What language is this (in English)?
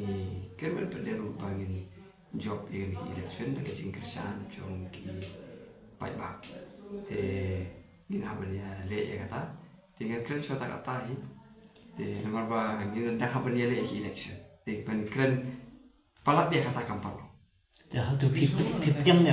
Khasi